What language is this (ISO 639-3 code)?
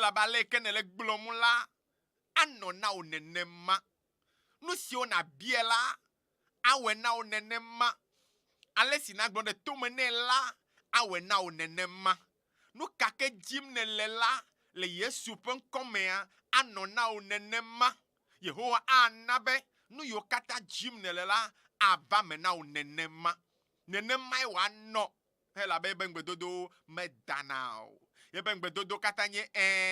ewe